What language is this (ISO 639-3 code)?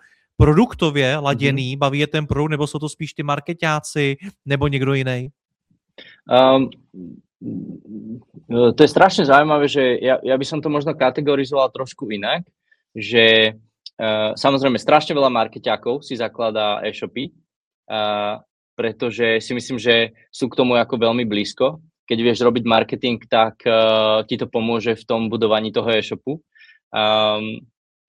slk